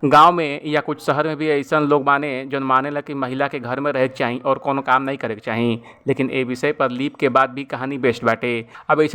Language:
Bhojpuri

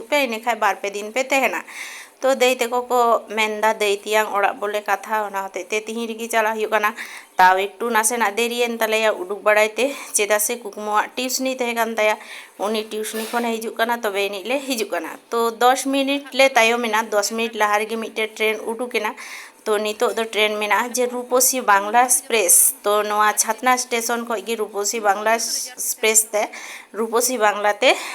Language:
Santali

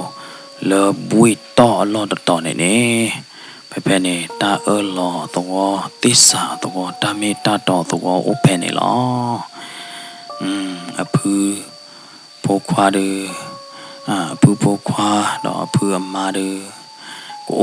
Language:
S'gaw Karen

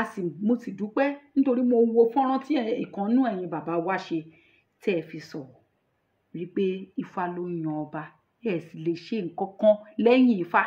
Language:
Yoruba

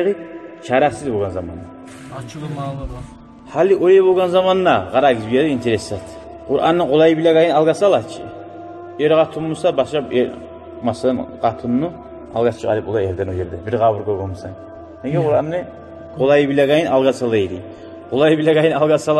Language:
Kumyk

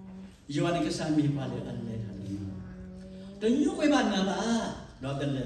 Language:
S'gaw Karen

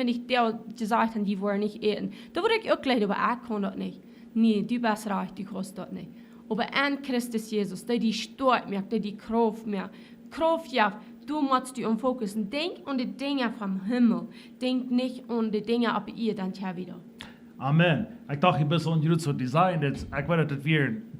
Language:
Plautdietsch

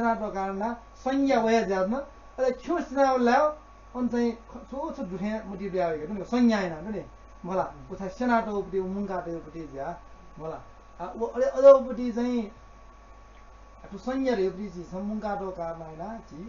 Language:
Newari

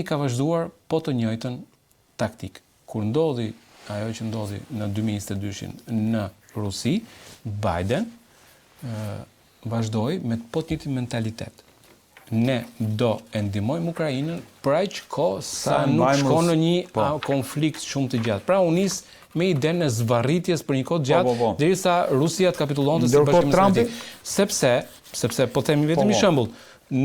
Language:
Albanian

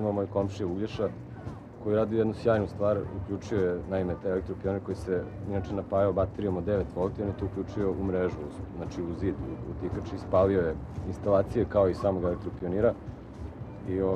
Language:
Serbian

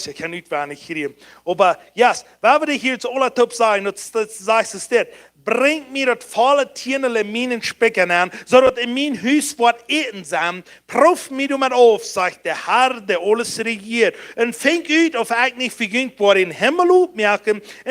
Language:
Plautdietsch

